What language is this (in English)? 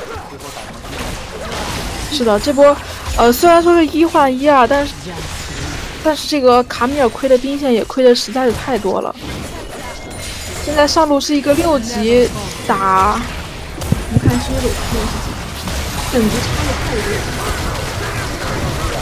Chinese